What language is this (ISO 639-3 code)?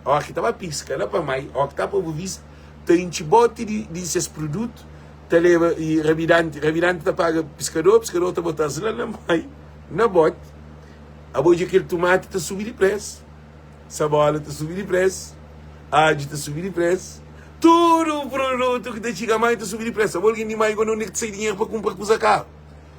kea